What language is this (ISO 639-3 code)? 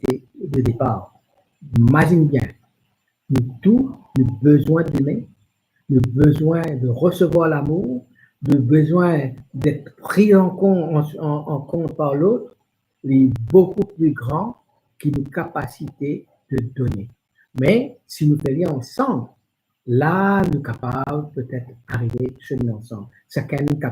mfe